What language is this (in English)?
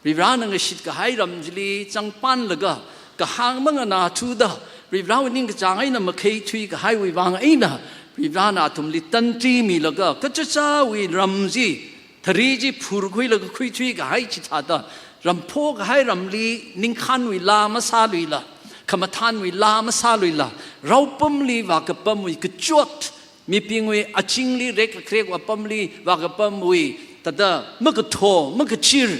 Tangkhul Naga (India)